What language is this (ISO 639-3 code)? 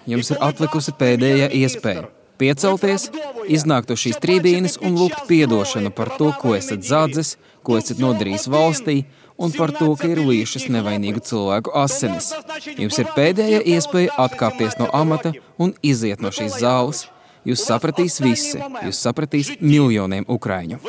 lav